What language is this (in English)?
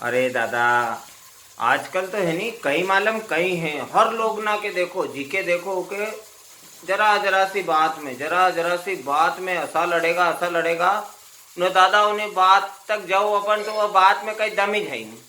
Rajasthani